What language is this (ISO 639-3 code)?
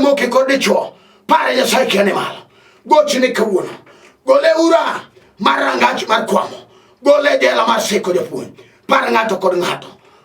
luo